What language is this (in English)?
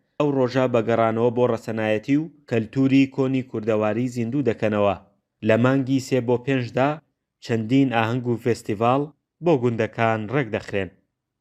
Central Kurdish